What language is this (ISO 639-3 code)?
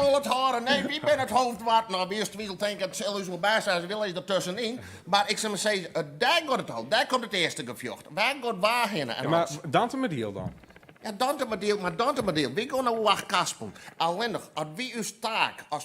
fry